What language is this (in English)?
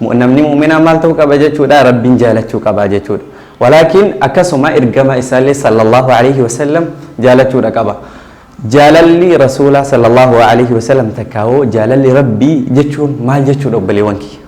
Oromo